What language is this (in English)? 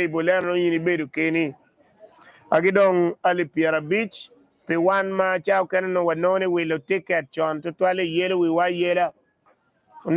Acoli